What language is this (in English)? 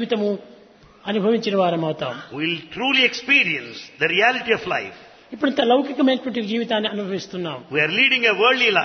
Telugu